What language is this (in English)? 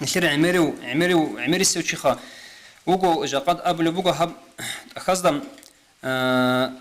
Avaric